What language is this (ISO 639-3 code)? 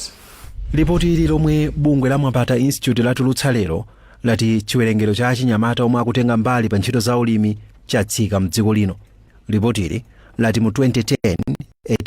nya